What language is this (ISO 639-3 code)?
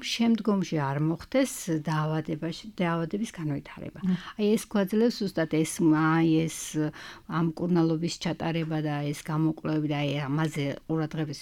kat